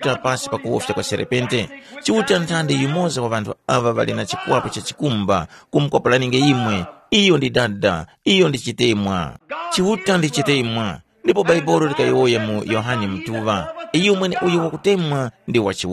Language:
Tumbuka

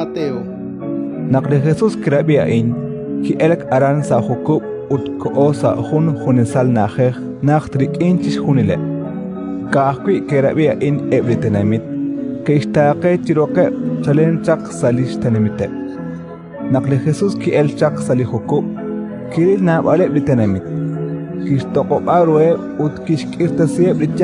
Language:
Kekchí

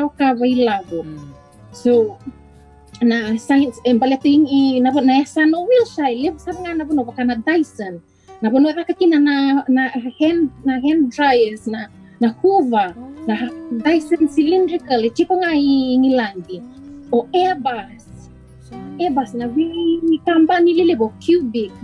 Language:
Fijian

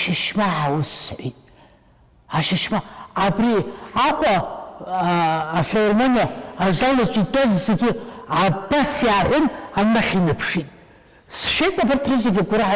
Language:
Abkhazian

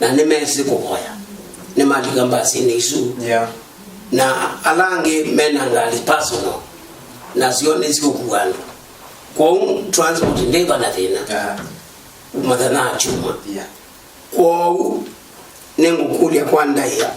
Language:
Kamba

